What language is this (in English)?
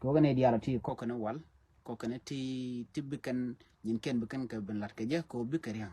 Nuer